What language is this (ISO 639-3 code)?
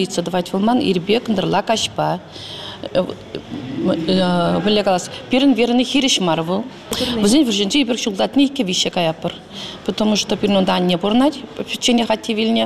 chv